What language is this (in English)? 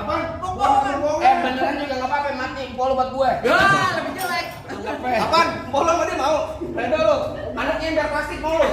Betawi